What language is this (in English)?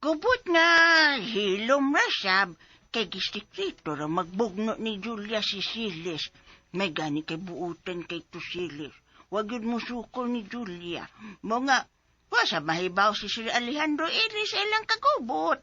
Cebuano